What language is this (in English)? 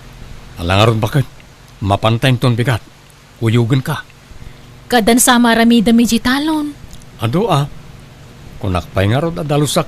Iloko